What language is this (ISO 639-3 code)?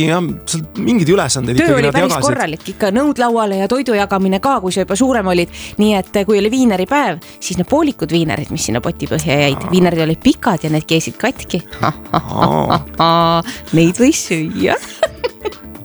est